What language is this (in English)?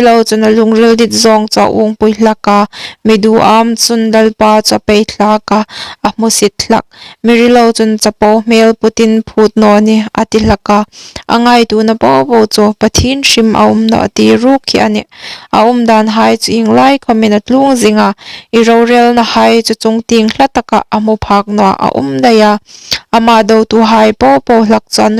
Hmar